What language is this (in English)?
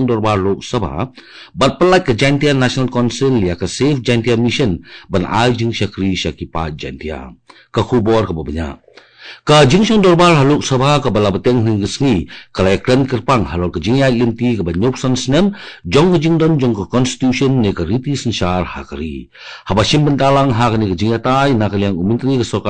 Khasi